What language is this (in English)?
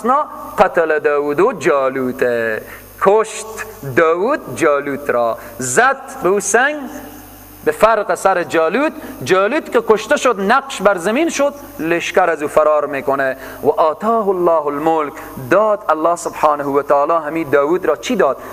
Persian